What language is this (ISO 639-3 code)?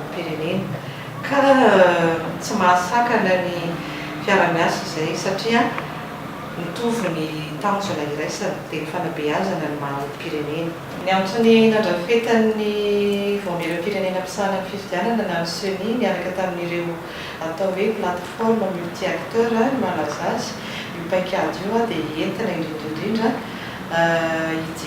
mlg